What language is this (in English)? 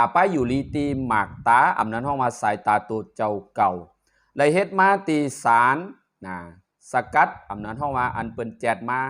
Shan